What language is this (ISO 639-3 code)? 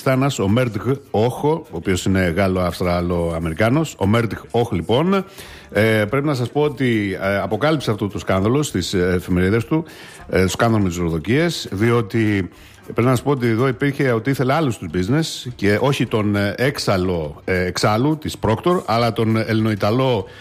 ell